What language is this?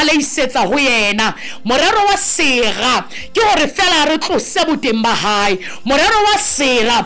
Southern Sotho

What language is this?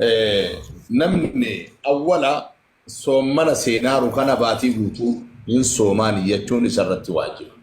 Oromo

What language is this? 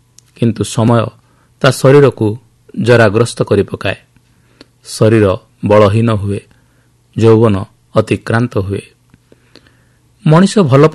Odia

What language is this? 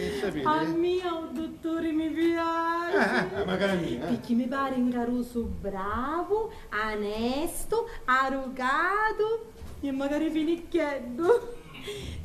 Sicilian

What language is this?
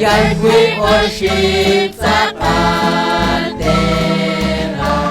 Kekchí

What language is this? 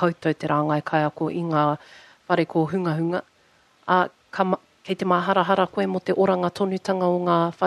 Māori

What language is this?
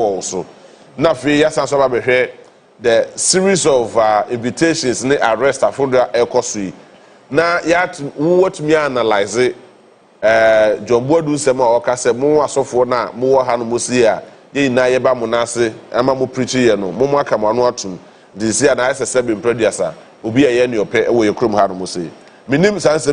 Akan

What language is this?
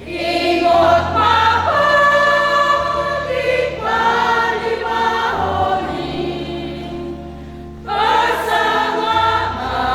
Batak Toba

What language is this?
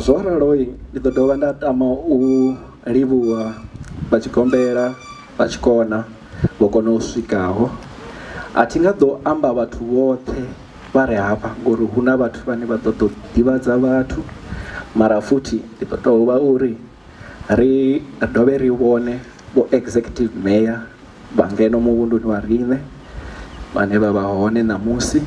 Venda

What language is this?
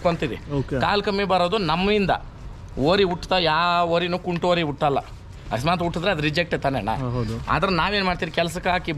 Kannada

